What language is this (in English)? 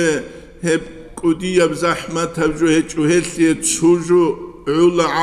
Avaric